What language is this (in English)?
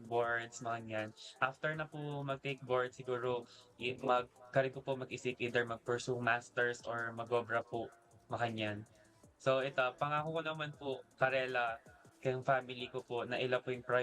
Pampanga